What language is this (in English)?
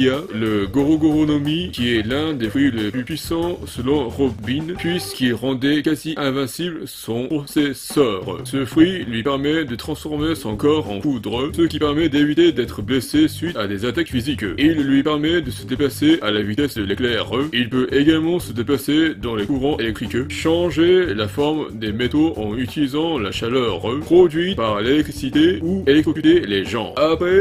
French